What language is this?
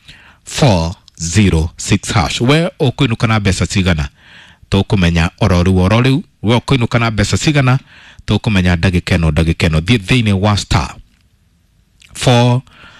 Kikuyu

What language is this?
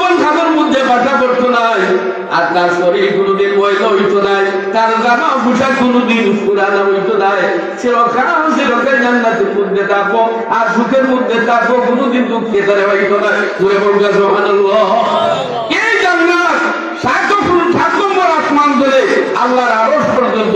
Sylheti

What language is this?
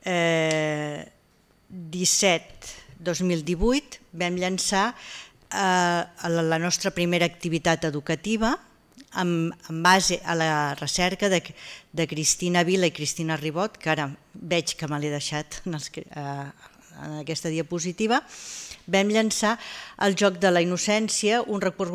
Catalan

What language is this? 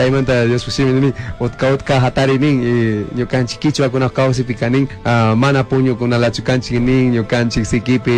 Chimborazo Highland Quichua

